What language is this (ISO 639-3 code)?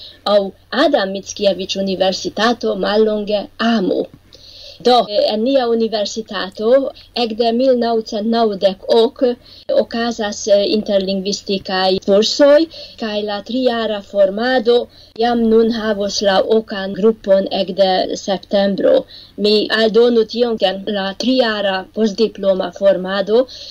epo